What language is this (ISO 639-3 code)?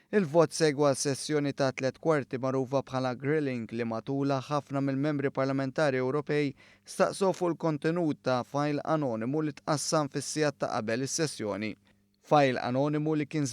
mlt